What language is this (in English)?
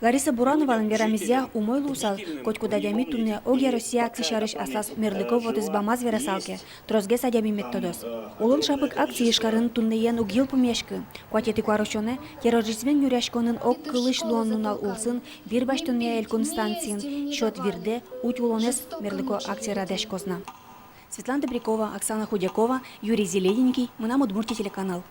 Udmurt